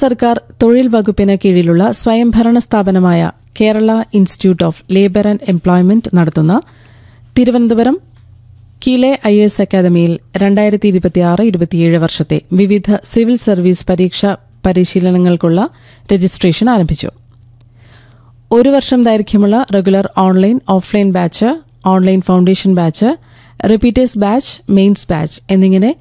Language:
Malayalam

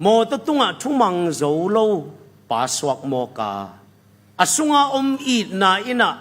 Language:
Tedim Chin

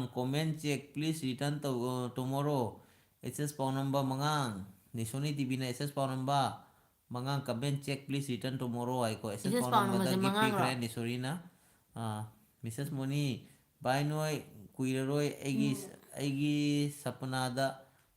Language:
Manipuri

